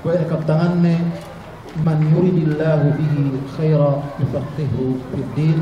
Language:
Yakan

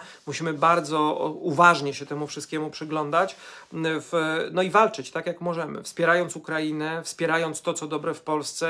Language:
Polish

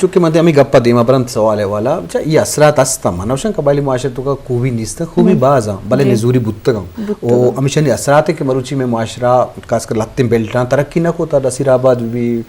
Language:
Eastern Balochi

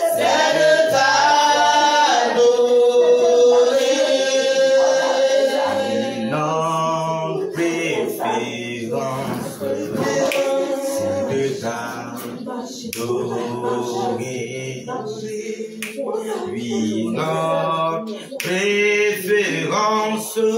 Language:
French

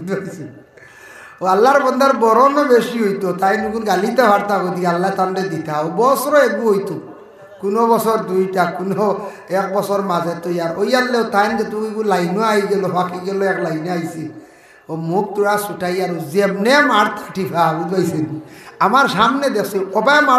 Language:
Sylheti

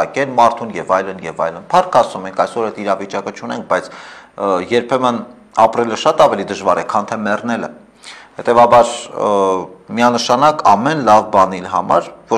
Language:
Armenian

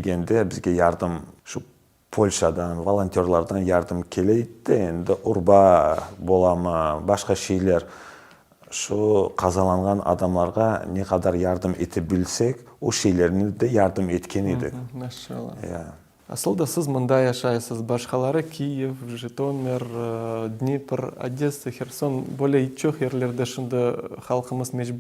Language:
Crimean Tatar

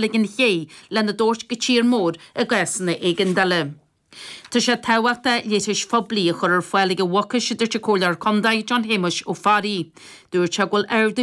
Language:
Irish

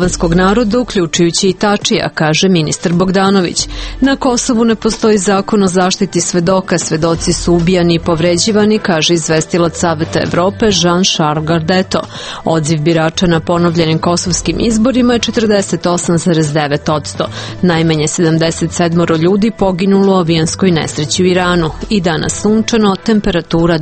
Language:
Serbian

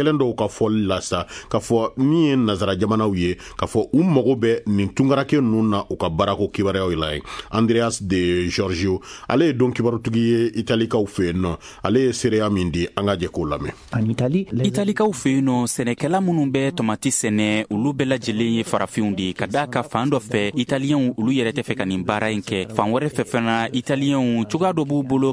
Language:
Bambara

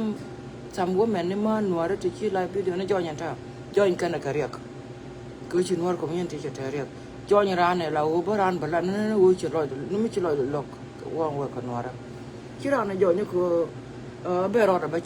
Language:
Nuer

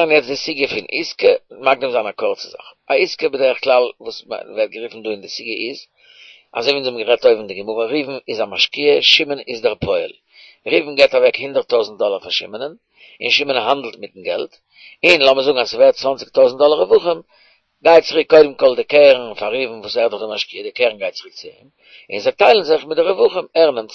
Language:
Yiddish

